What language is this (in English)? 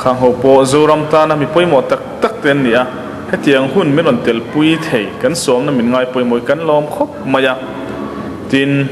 Mizo